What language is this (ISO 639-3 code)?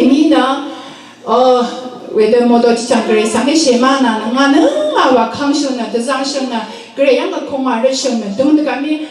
raw